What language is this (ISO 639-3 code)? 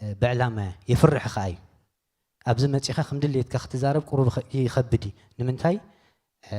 tir